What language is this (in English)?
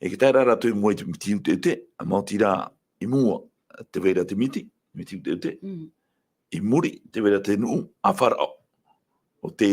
Tahitian